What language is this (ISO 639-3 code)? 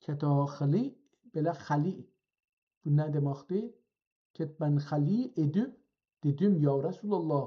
azb